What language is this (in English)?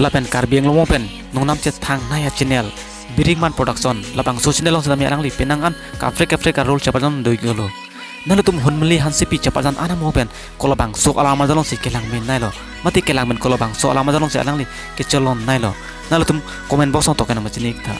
Karbi